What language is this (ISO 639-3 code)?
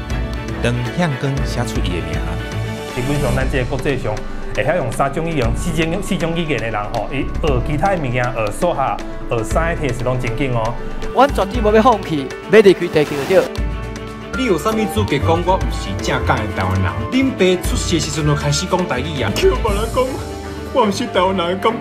nan